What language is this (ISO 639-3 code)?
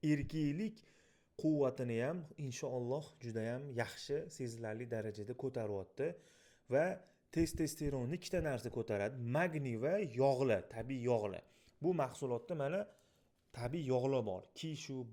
uzb